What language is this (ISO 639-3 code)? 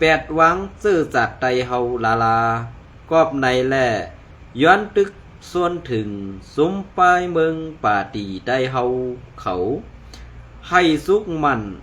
shn